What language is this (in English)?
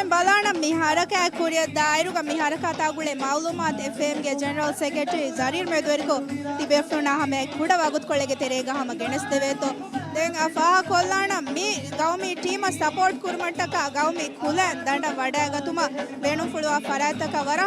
Divehi